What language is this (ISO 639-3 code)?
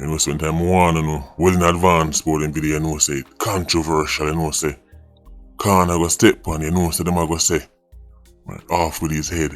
jam